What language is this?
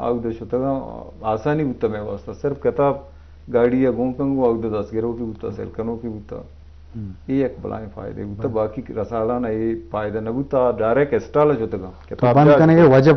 Eastern Balochi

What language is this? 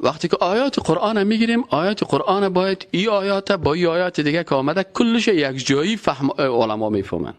Persian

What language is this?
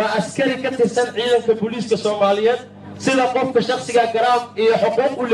Somali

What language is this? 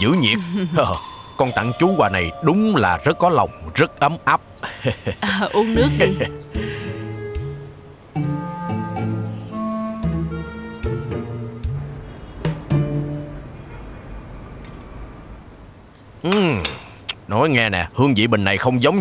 Vietnamese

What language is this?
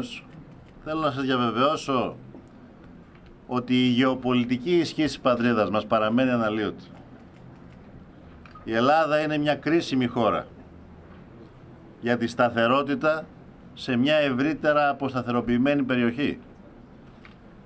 Greek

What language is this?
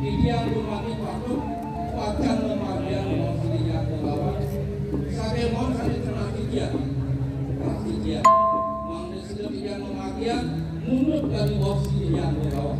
Balinese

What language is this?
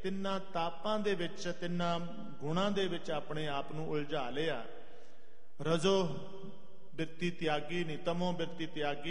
Punjabi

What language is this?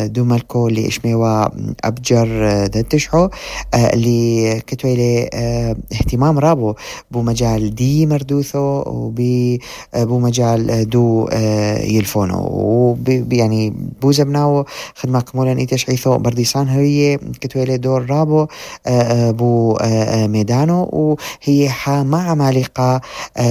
North Levantine Arabic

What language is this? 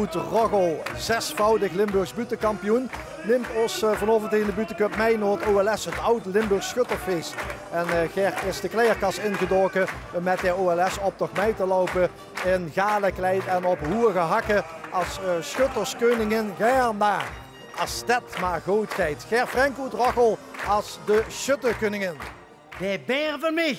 Limburgish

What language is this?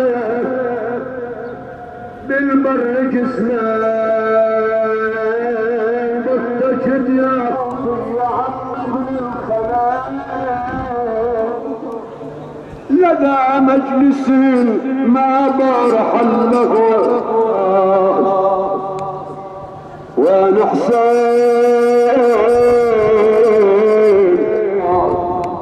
Arabic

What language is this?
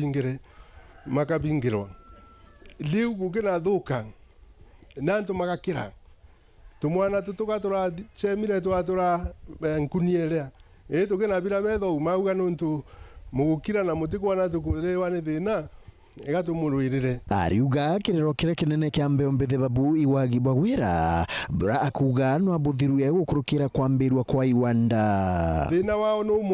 Meru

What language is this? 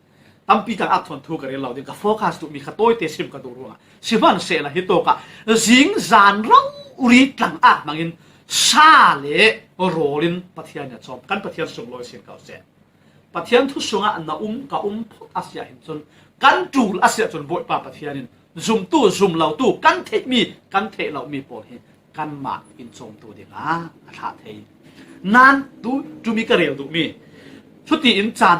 Falam Chin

